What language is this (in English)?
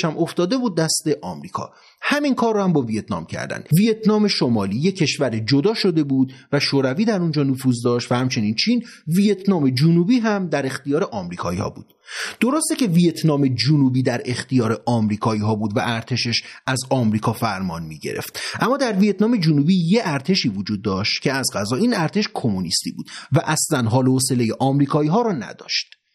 Persian